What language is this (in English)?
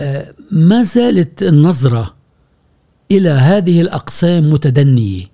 Gulf Arabic